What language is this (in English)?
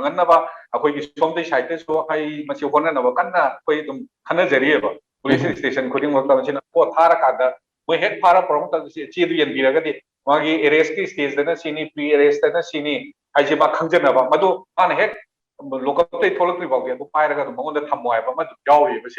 Manipuri